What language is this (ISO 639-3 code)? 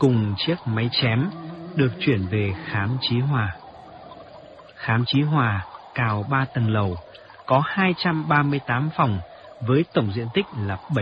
vie